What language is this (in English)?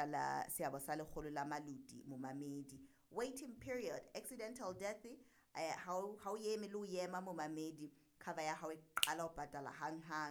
Southern Sotho